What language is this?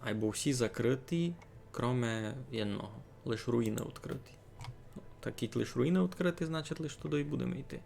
Rusyn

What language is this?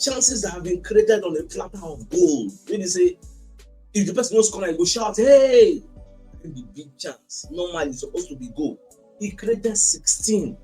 Nigerian Pidgin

